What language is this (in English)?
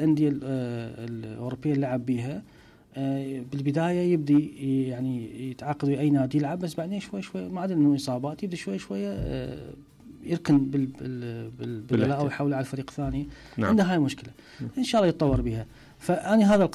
Mesopotamian Arabic